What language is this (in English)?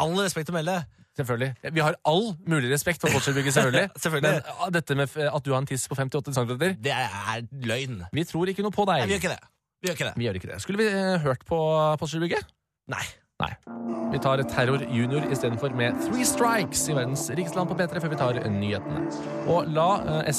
Norwegian